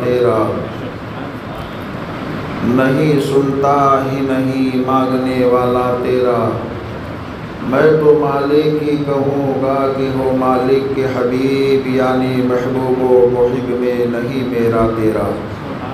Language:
Urdu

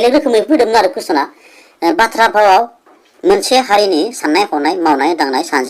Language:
Bodo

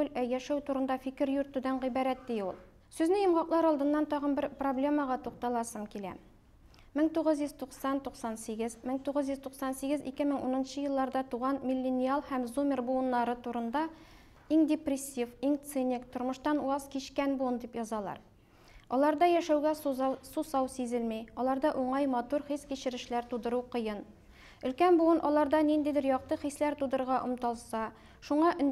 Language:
Tatar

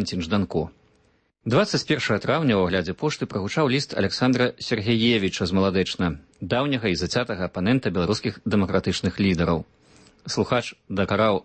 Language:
Belarusian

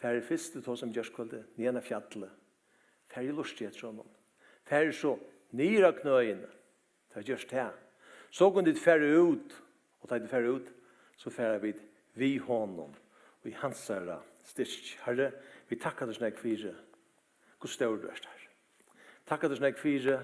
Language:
Faroese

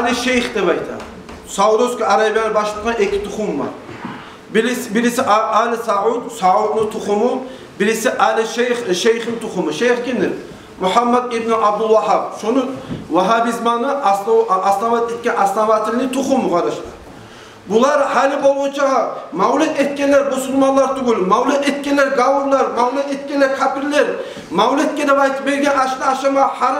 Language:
Kumyk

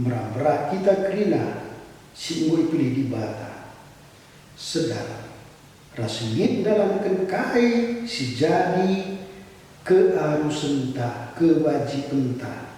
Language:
Batak Karo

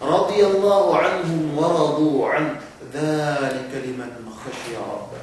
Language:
Yakan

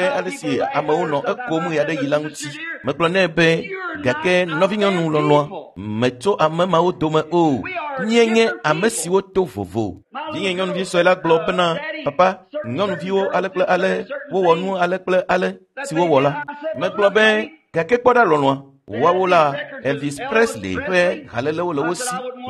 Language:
Ewe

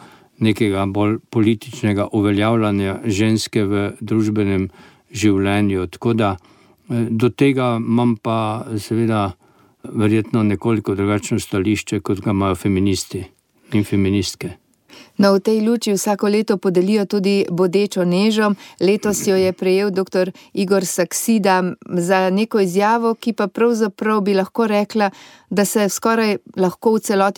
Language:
Slovenian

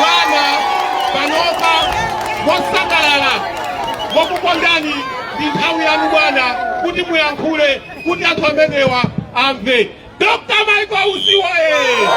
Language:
Nyanja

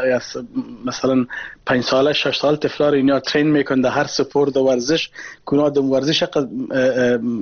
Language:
Persian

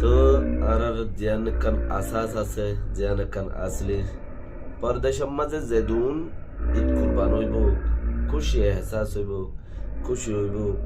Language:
Rohingya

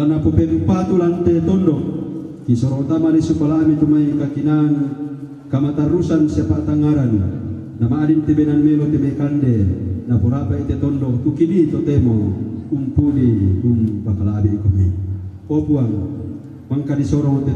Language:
Toraja-Sa'dan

